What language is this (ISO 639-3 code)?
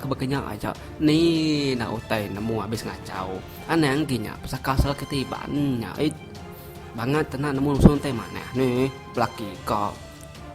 iba